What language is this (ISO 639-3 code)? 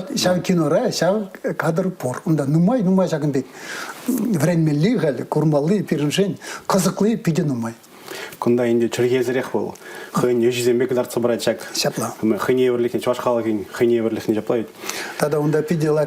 chv